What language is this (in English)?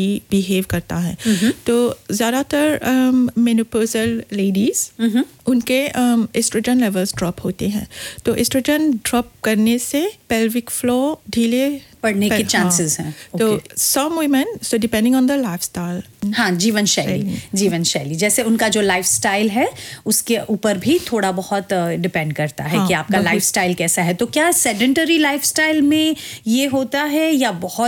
Hindi